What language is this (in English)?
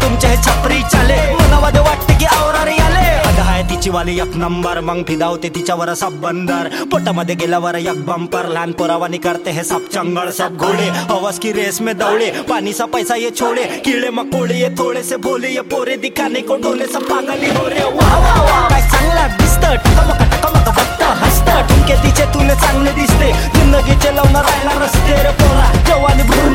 Marathi